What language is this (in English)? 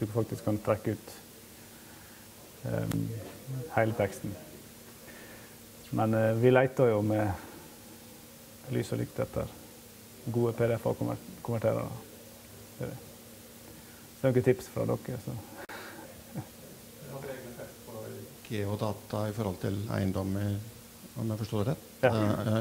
Norwegian